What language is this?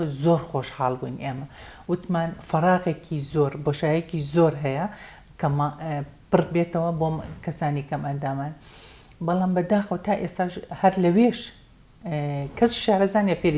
Central Kurdish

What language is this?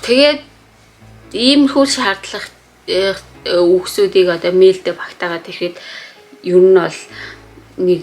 Mongolian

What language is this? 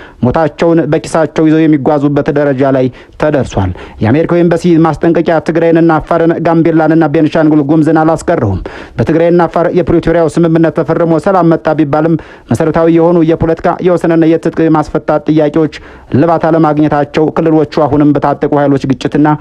Amharic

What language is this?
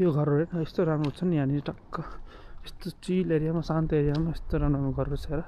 Nepali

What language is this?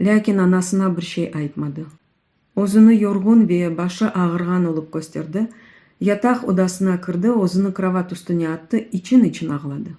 Crimean Tatar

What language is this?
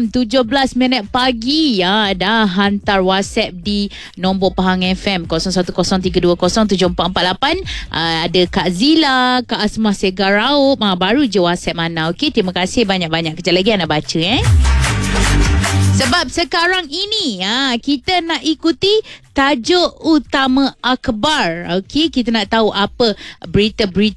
Malay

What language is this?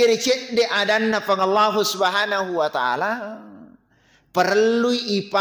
Buginese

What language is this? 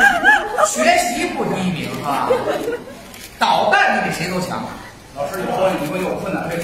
Chinese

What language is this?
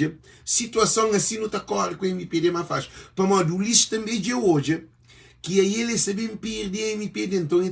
Kabuverdianu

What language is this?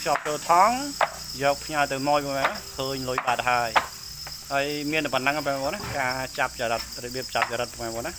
Khmer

